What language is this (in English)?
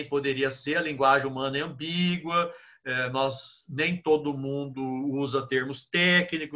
Portuguese